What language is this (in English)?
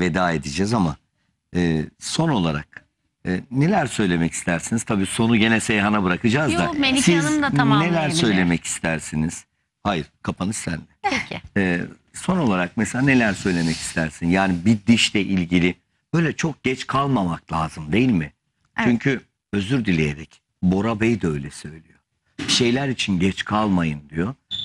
Turkish